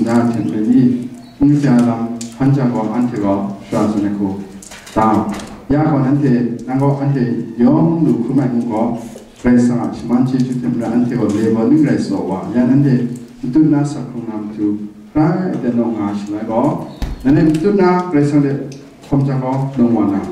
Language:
Kachin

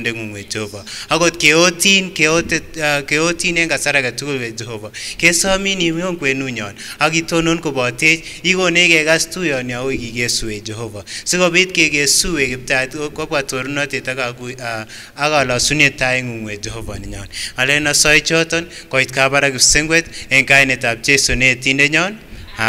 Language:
Kipsigis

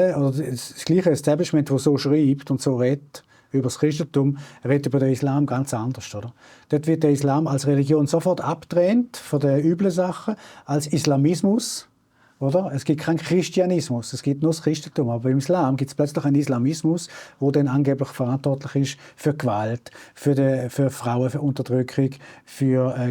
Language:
Swiss German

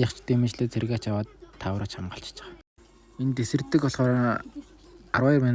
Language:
Mongolian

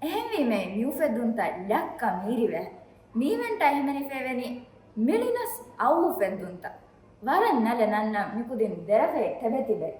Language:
Divehi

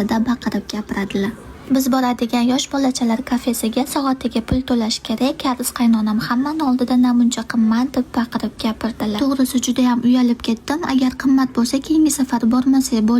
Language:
Uzbek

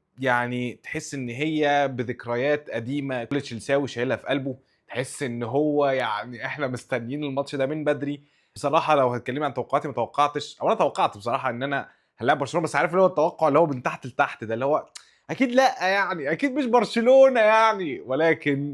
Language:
Egyptian Arabic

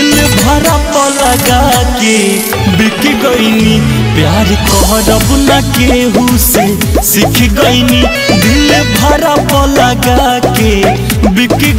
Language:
Bhojpuri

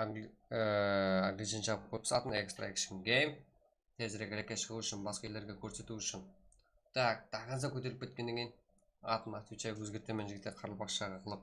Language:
Kara-Kalpak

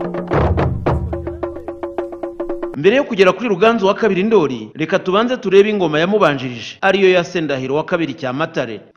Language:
Kinyarwanda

